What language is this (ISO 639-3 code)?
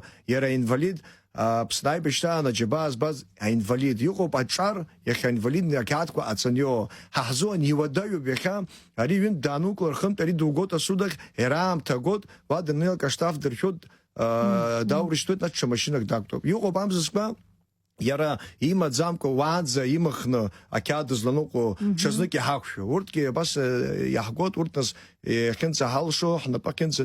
abk